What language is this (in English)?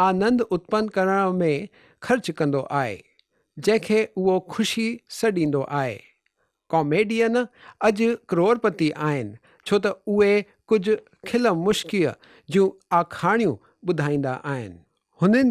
Sindhi